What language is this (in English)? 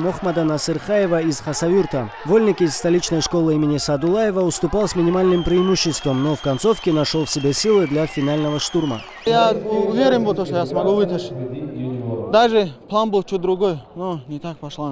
Russian